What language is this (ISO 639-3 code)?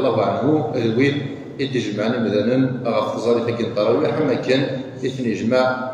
kab